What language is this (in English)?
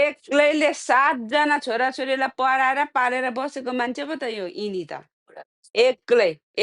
Nepali